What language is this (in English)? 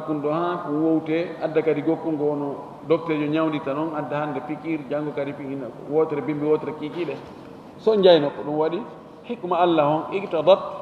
Fula